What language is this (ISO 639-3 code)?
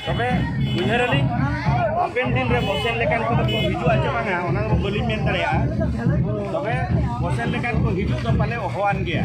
sat